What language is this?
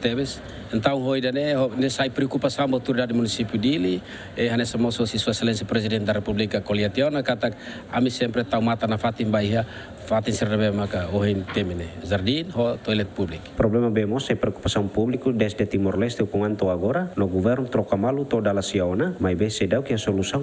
Tetum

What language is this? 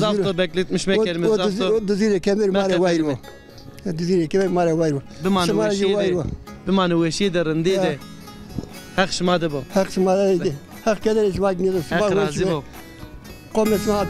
Zaza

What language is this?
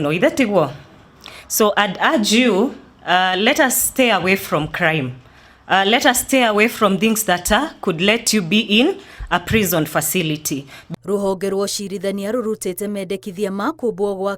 Kikuyu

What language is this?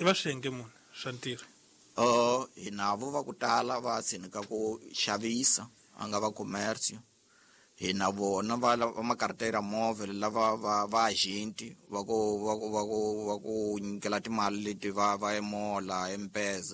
Tsonga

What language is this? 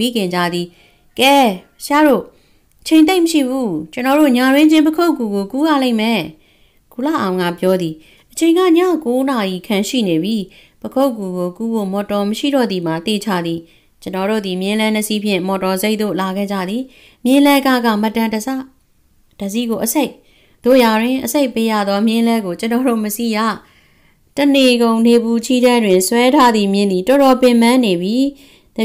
Burmese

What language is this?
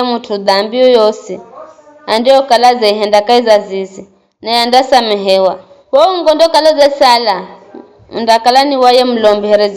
Giryama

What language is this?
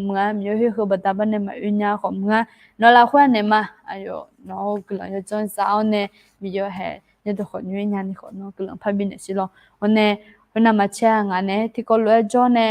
Akha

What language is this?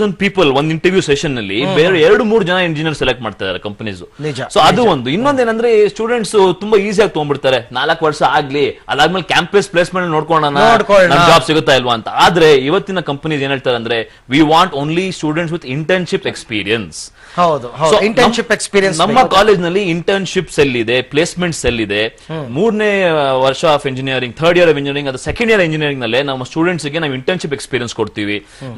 Kannada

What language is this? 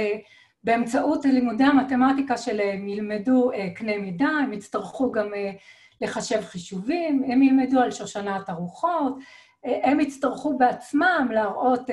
Hebrew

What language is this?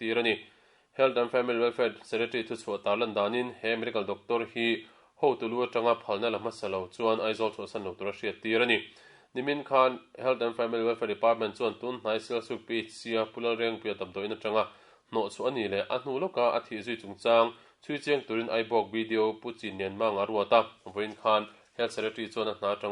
Mizo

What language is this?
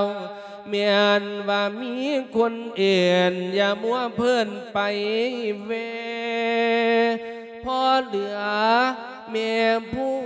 Lao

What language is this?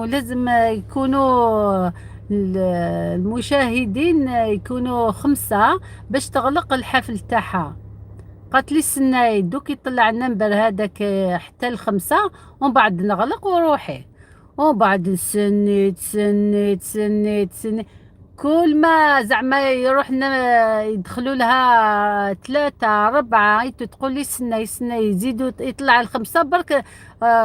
Algerian Arabic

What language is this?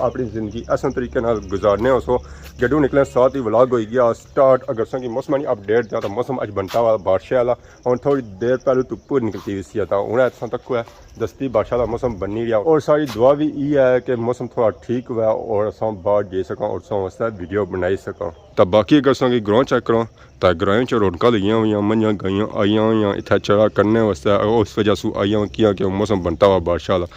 Pahari-Potwari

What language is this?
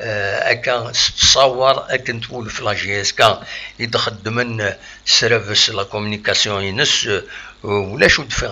Kabyle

